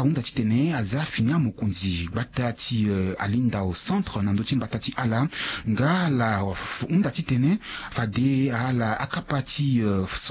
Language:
Sango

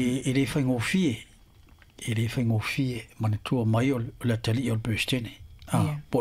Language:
Samoan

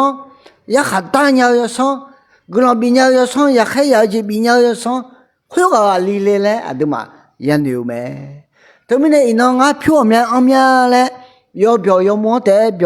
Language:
Akha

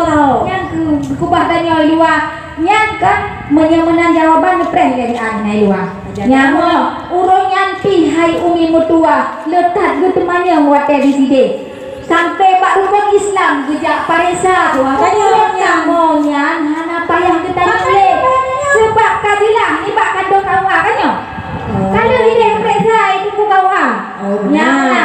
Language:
Achinese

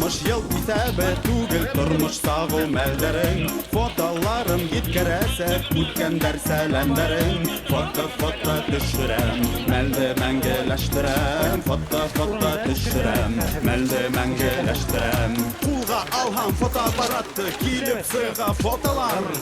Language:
Bashkir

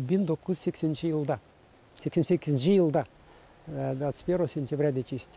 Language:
Gagauz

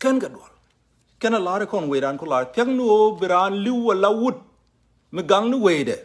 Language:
Nuer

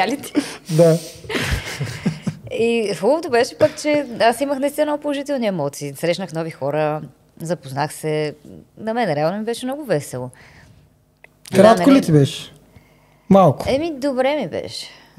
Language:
Bulgarian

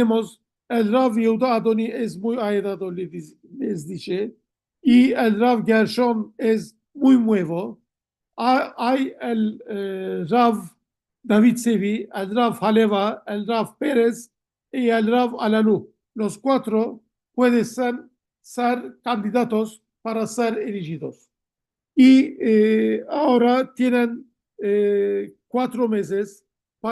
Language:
Ladino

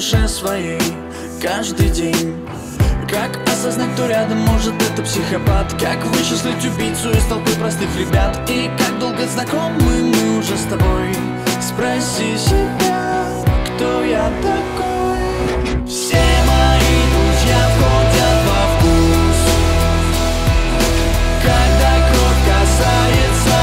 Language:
Russian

